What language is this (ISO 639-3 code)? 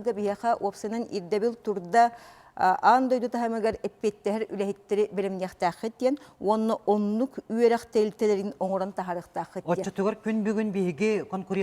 sah